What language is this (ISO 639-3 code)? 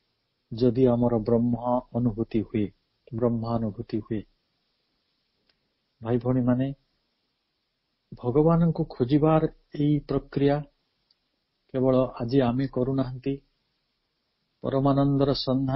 ori